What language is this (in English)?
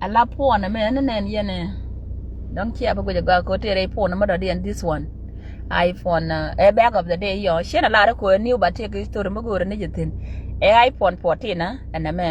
Nuer